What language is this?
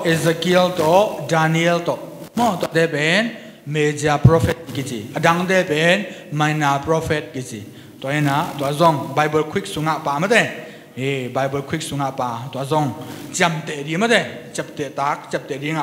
Tedim Chin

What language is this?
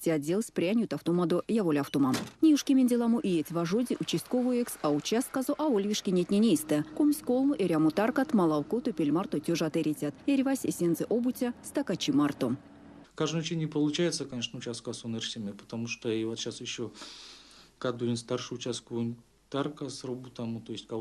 Erzya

